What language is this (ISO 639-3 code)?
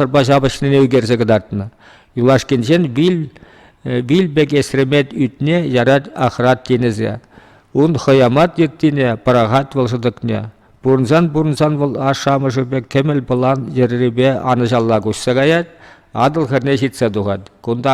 chv